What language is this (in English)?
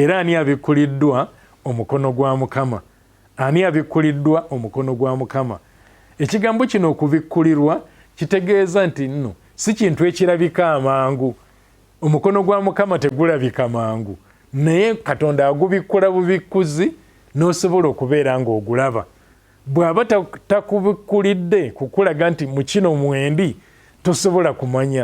Ganda